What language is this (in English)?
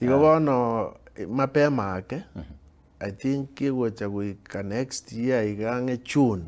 Gusii